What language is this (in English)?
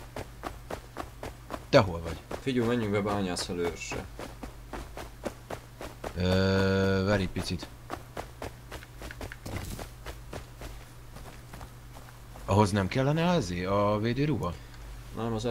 Hungarian